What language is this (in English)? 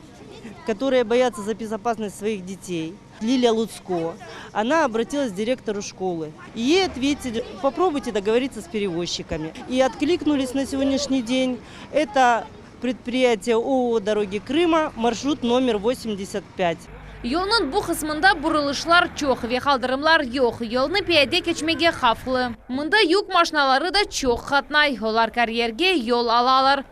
Crimean Tatar